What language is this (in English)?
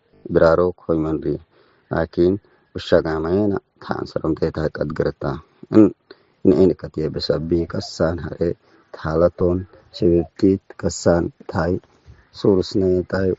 Tigre